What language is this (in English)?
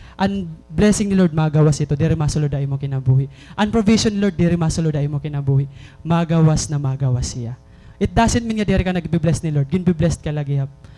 Waray